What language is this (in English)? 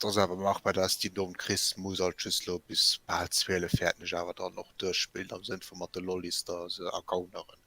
Luxembourgish